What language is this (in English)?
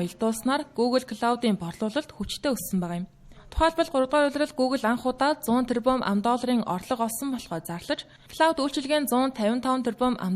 Mongolian